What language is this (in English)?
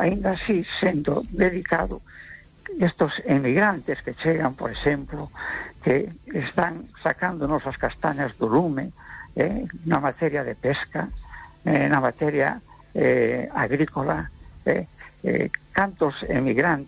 Galician